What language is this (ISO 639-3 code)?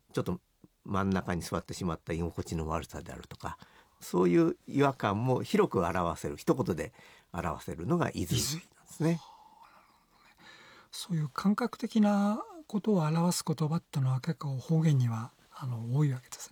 jpn